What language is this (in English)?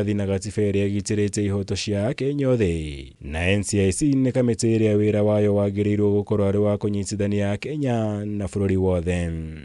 Kikuyu